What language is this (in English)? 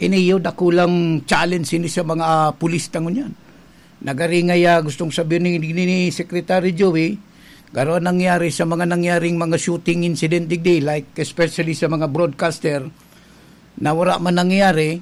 Bikol